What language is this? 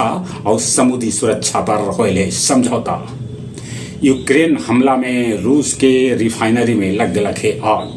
Magahi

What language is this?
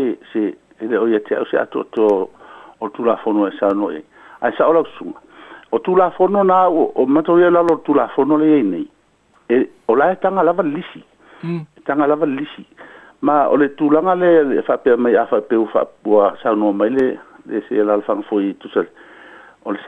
Samoan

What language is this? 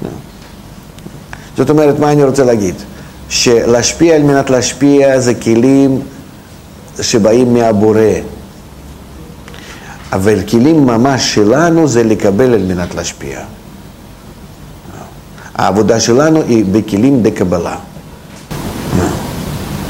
Hebrew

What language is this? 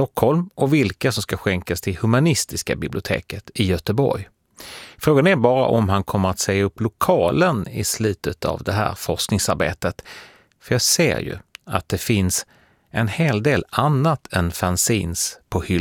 Swedish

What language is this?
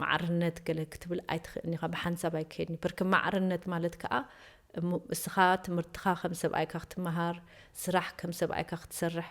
Tigrinya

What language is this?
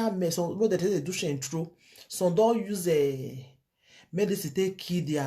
Nigerian Pidgin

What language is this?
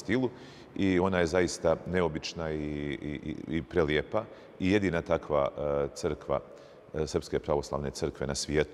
Serbian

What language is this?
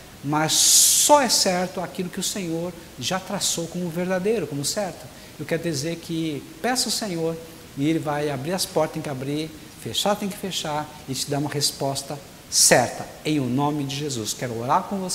Portuguese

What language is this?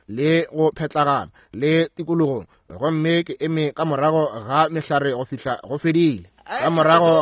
Northern Sotho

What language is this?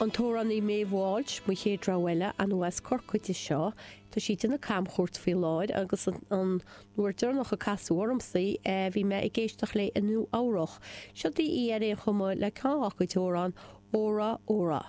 Irish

